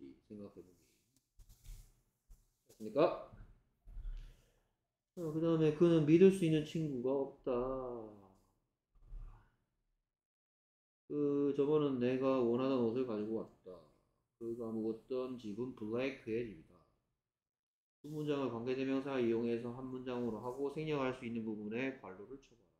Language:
Korean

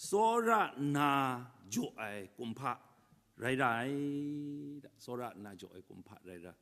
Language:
Kachin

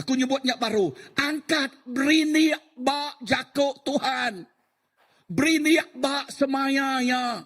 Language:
Iban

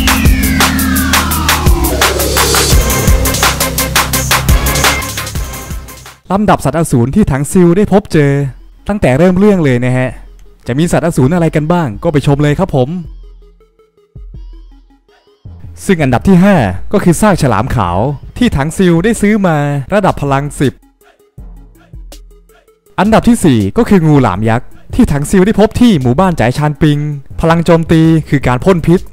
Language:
Thai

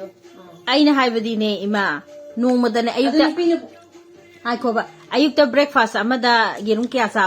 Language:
Manipuri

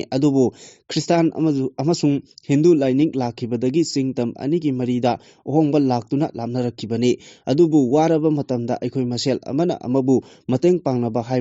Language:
Manipuri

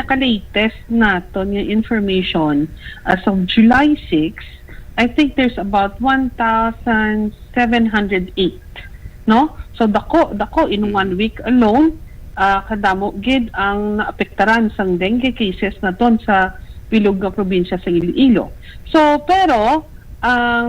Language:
Hiligaynon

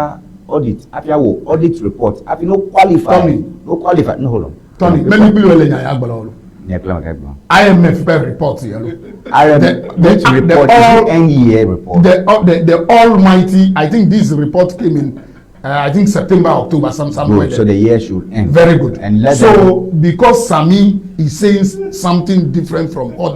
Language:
Ewe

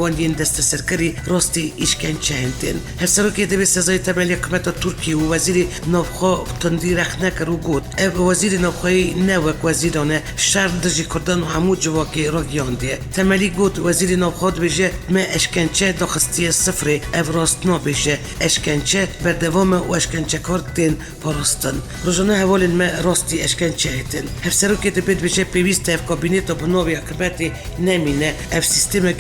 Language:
Kurdish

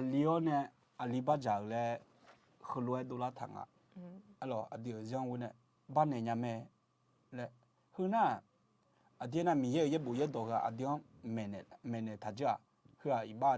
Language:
Akha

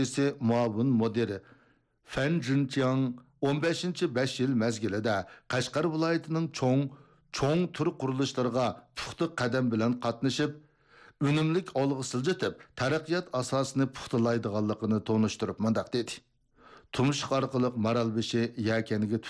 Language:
Uyghur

